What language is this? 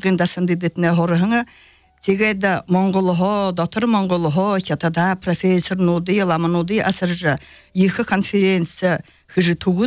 Belarusian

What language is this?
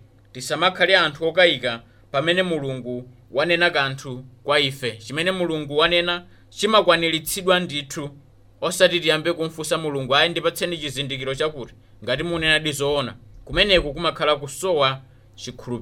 Nyanja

